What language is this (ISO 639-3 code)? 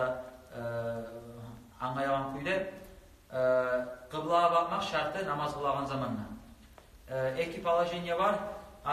kum